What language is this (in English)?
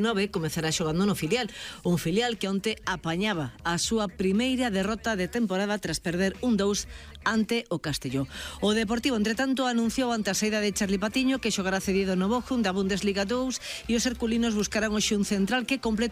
Galician